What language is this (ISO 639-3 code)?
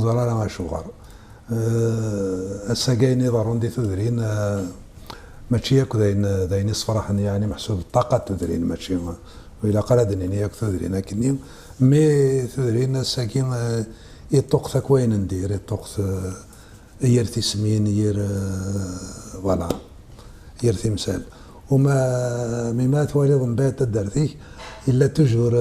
kab